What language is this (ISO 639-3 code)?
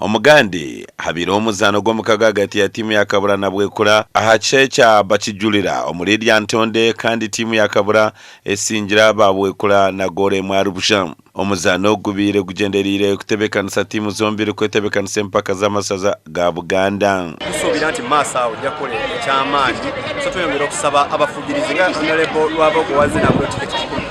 nyn